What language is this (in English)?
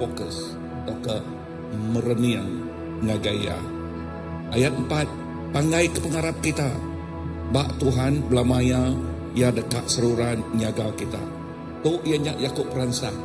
Iban